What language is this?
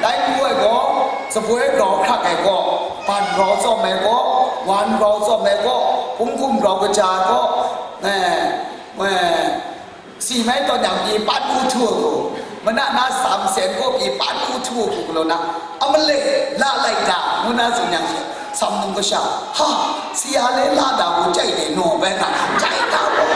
Kachin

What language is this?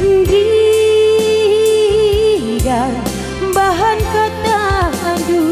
Batak Karo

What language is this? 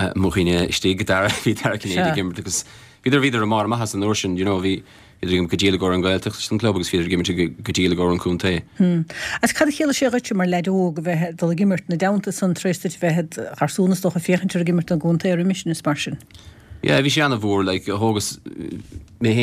Irish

